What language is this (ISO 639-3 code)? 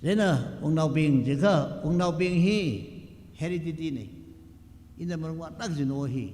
nmf